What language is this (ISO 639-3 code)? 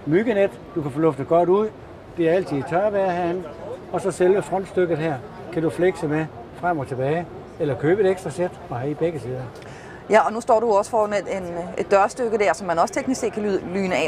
dan